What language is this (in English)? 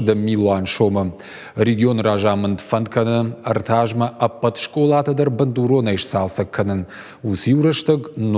Ossetic